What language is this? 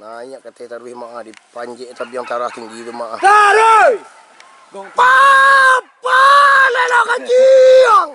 Minangkabau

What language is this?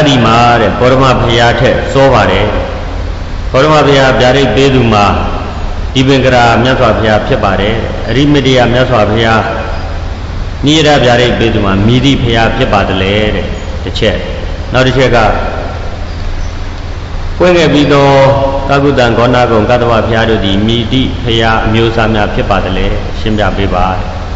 Burmese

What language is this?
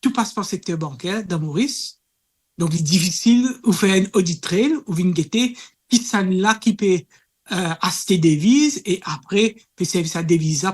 Morisyen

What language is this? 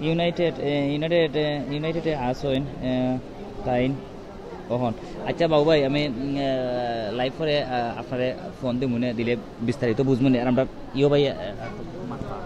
Sylheti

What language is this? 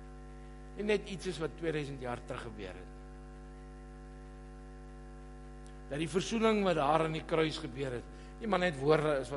Afrikaans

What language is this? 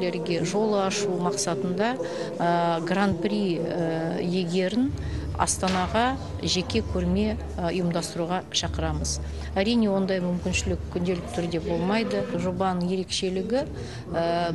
Kazakh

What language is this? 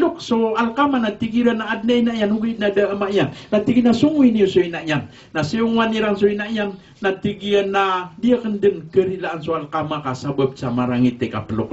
Maranao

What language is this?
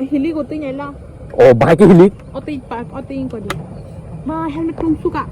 Kok Borok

